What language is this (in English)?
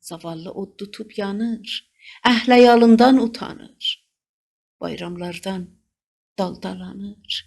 South Azerbaijani